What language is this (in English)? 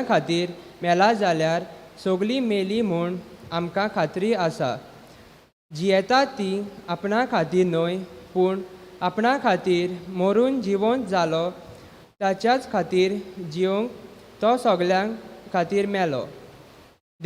Konkani